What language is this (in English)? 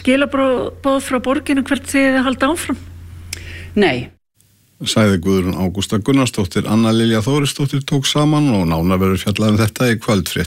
Icelandic